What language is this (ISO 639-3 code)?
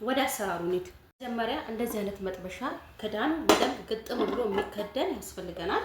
amh